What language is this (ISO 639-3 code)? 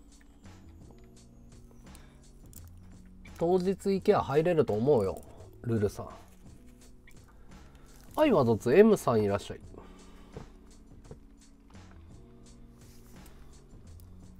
jpn